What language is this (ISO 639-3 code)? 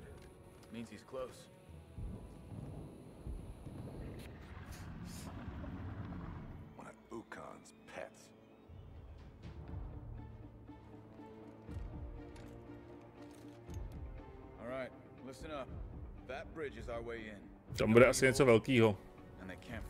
ces